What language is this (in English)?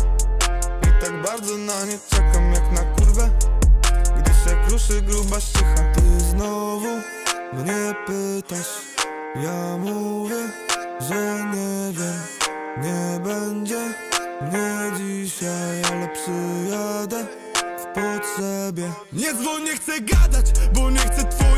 Polish